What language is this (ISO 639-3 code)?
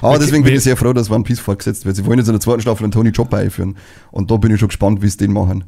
bar